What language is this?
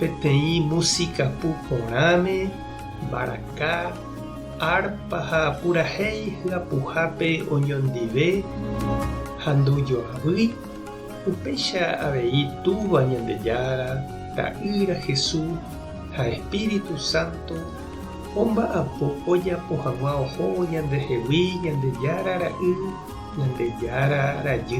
Guarani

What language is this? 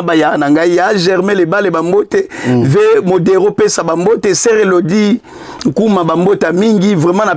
Lingala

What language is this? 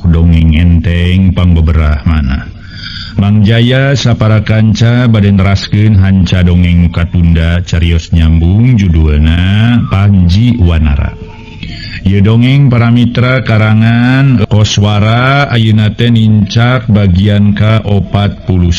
Sundanese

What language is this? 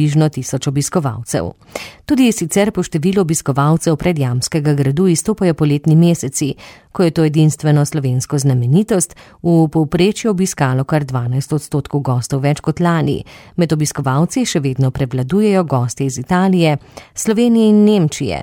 Slovenian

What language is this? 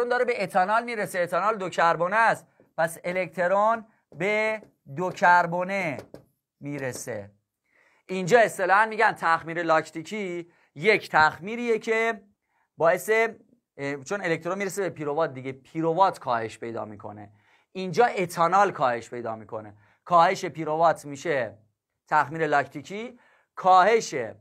Persian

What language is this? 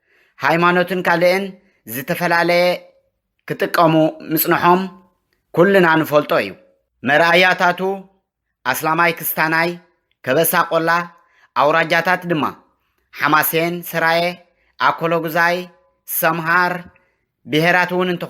Tigrinya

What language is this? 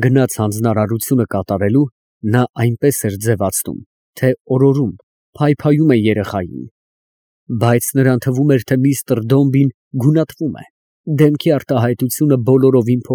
Armenian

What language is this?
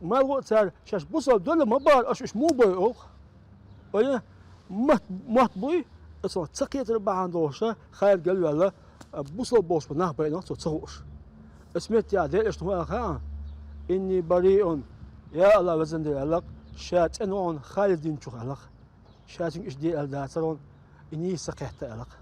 Chechen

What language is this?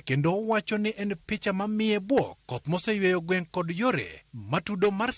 Luo (Kenya and Tanzania)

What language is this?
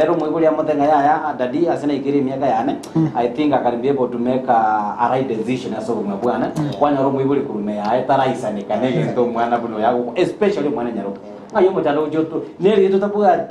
Gusii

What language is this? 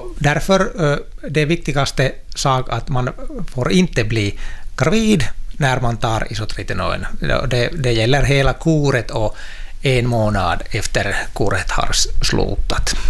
Swedish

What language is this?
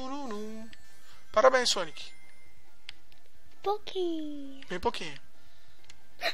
Portuguese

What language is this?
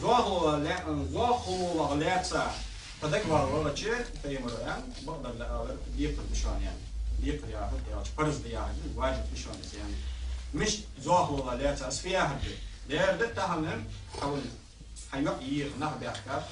Ingush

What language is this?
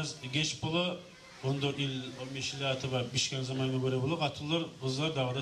Kumyk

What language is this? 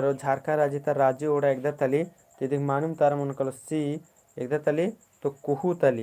Kurukh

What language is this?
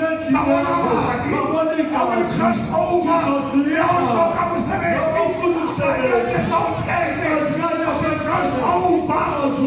Tswana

